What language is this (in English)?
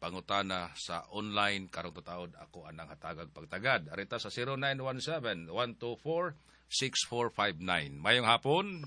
Cebuano